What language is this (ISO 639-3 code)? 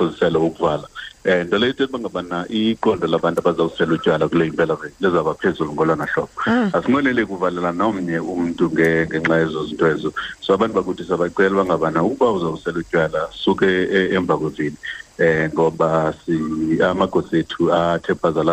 xho